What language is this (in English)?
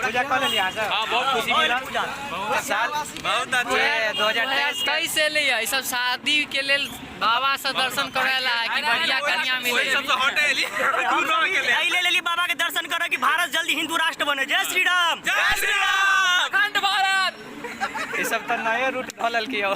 Maithili